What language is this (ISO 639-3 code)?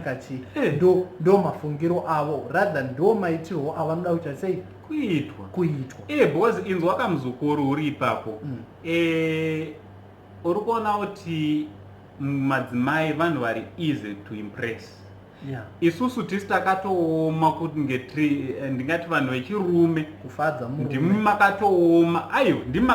sna